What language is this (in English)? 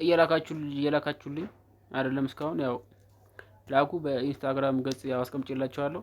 Amharic